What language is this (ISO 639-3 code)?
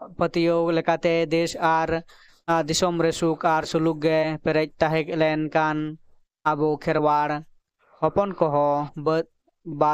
sat